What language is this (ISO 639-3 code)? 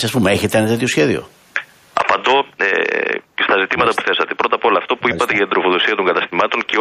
ell